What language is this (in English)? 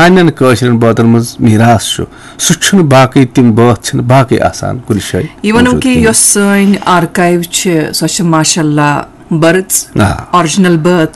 Kashmiri